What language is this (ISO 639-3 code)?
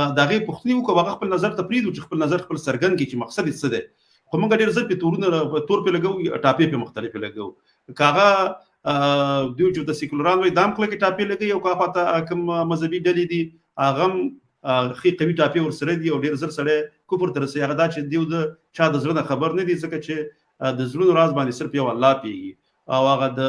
pus